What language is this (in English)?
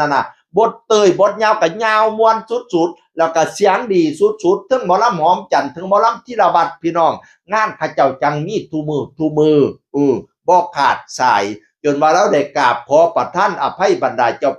Northeastern Thai